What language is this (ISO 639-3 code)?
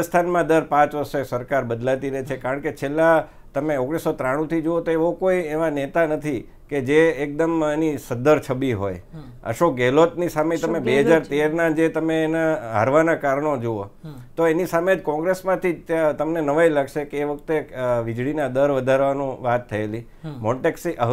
guj